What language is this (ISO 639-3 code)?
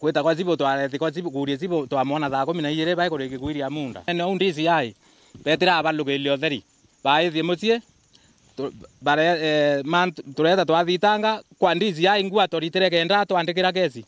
mer